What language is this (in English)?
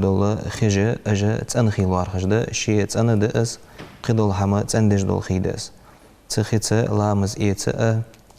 Ingush